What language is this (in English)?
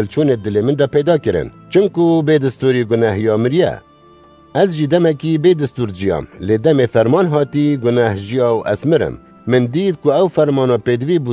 Kurdish